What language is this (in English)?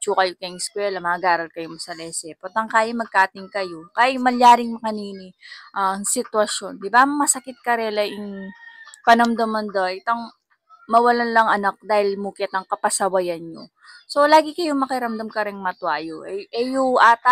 Pampanga